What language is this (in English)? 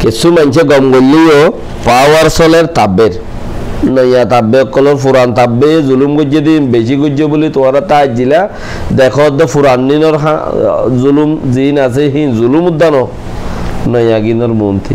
Rohingya